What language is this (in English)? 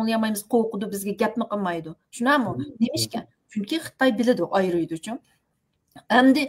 Uyghur